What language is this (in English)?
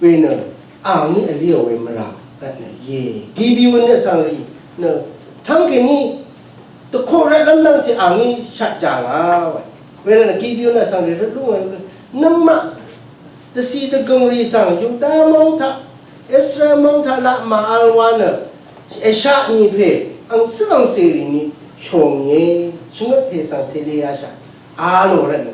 Rawang